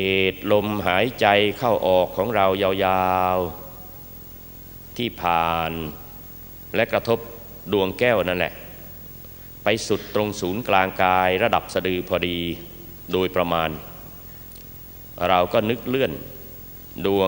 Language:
Thai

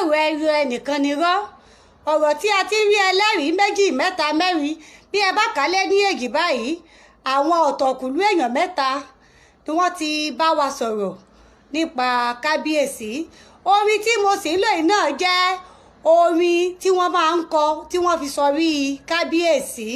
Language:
Yoruba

